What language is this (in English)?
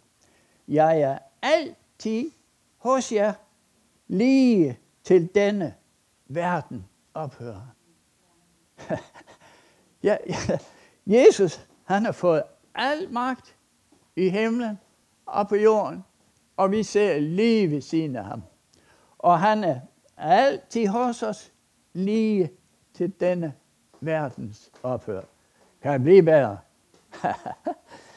Danish